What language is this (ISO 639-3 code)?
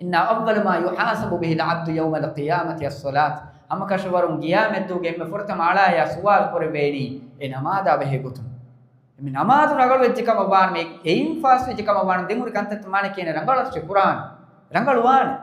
div